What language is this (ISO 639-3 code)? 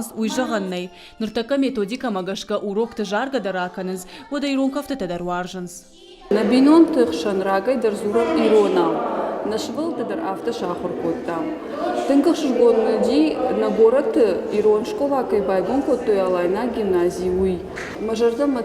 oss